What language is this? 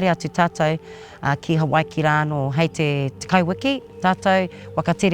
Māori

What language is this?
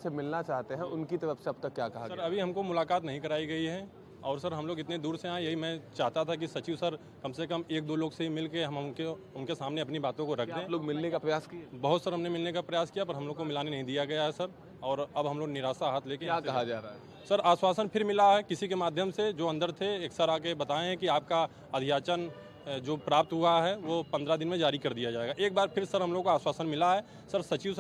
Hindi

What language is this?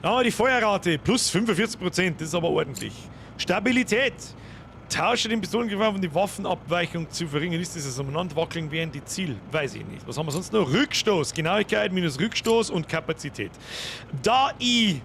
Bavarian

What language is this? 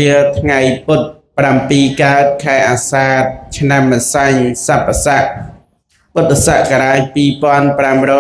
Khmer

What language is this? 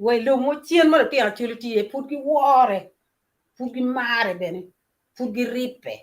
Acoli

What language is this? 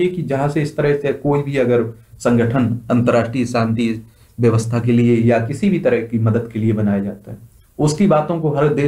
Hindi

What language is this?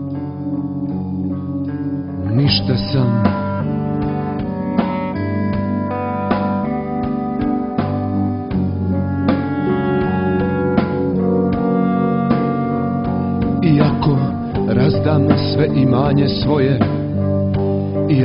Croatian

